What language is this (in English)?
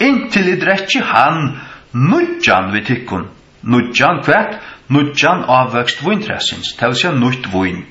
Faroese